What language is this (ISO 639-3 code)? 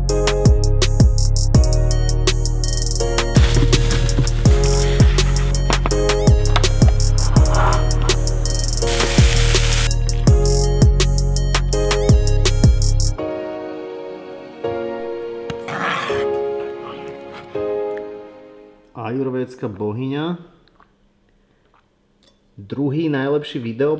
slk